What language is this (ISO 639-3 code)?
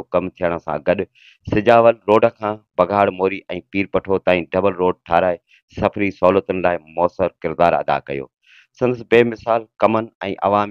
snd